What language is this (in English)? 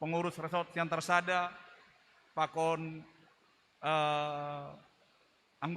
Batak Simalungun